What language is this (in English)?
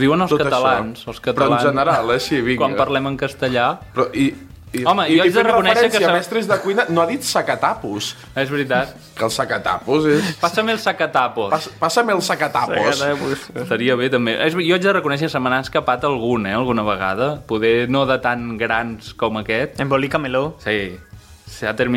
Catalan